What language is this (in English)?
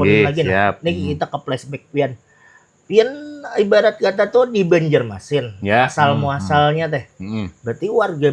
Banjar